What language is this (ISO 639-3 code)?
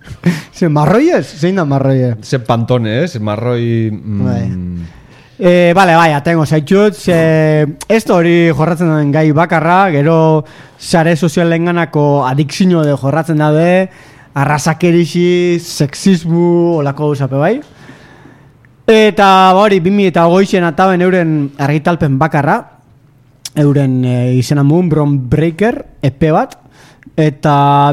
eus